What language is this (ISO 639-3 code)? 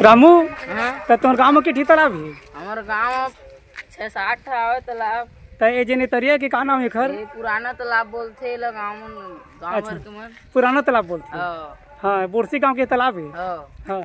hne